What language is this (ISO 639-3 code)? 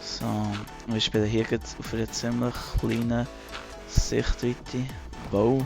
gsw